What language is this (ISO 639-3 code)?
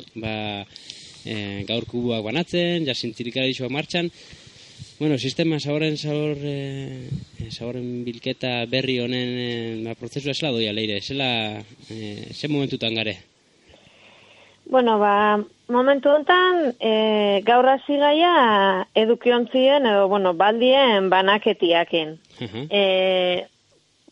eus